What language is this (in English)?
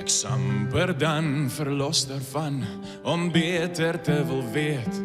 Western Frisian